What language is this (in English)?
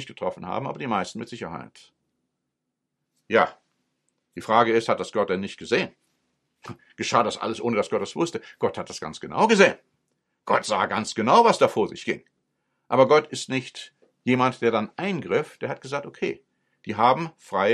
German